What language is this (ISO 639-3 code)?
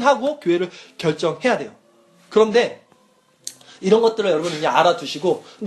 kor